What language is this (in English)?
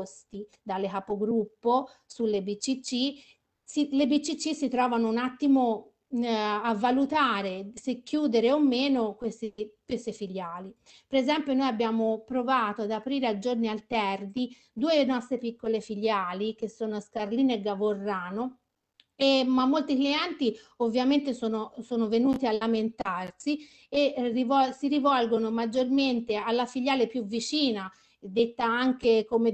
Italian